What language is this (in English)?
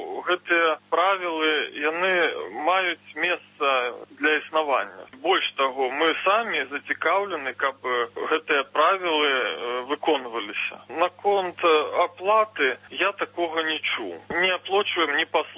Belarusian